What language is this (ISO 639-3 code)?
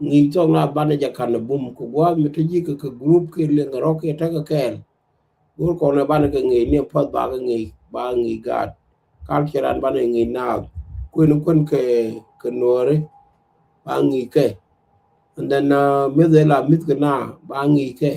nus